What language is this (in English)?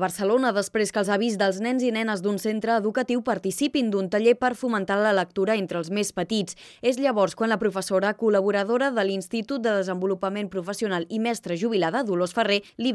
Catalan